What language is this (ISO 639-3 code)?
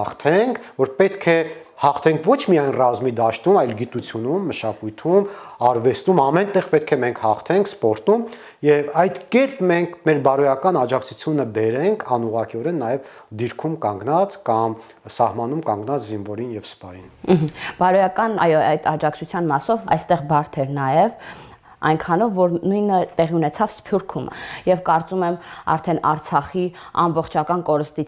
hye